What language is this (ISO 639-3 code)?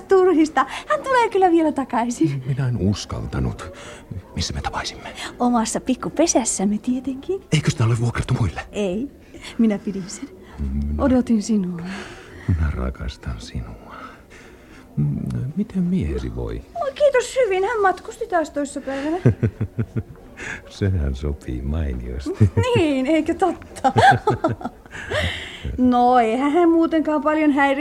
fin